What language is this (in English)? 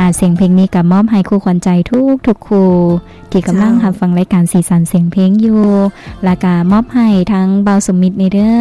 Lao